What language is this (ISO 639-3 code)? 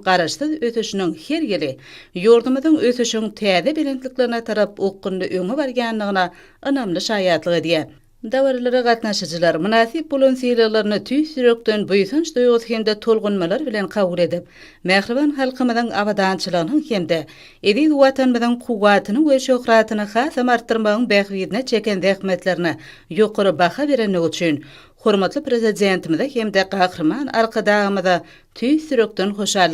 tuk